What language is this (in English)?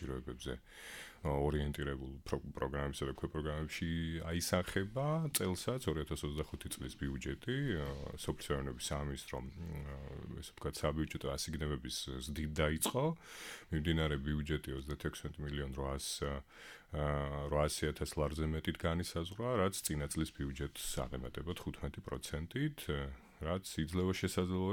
Georgian